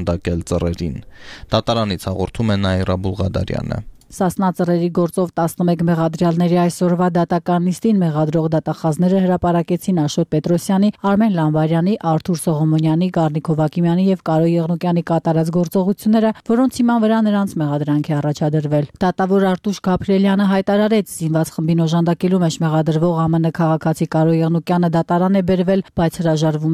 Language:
Armenian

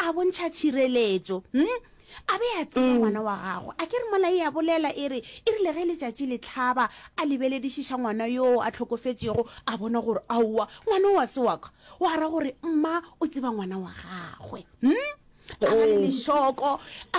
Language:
Northern Sotho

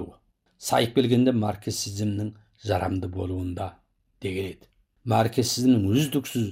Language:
Kazakh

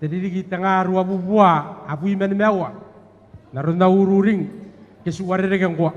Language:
Gilbertese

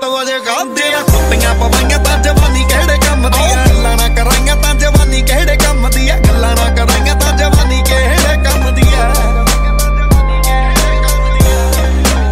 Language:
Punjabi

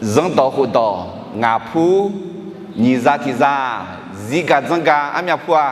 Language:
Akha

